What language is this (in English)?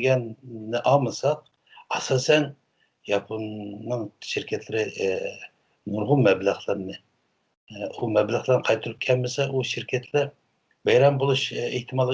Uyghur